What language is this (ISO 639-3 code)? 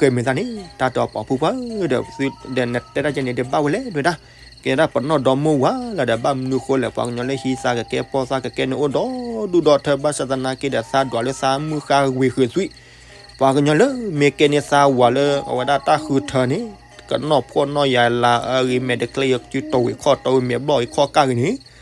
ksw